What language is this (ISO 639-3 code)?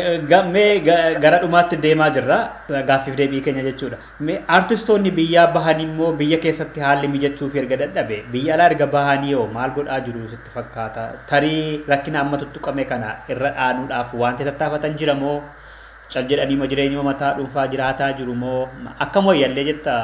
orm